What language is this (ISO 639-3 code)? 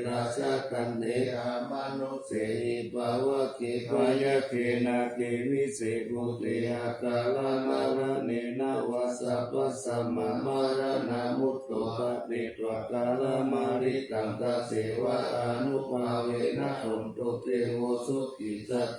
pli